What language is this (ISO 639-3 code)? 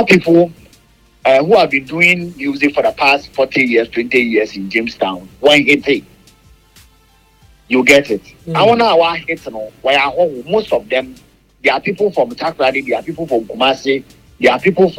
eng